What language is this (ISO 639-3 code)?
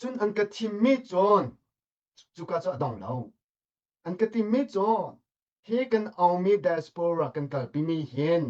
cnh